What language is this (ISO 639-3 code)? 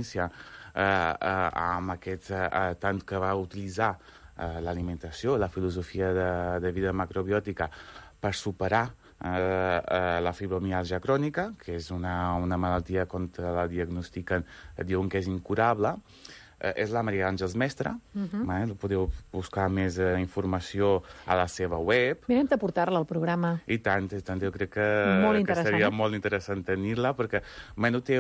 cat